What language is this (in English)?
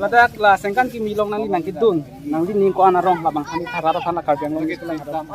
Karbi